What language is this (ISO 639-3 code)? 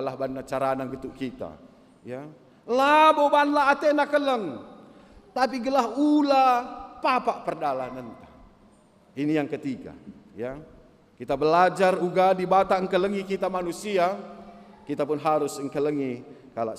btx